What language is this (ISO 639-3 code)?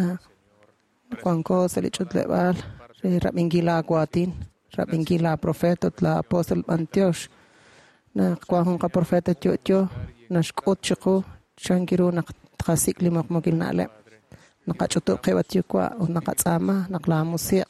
kek